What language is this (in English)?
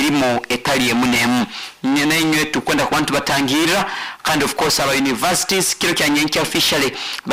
Nyoro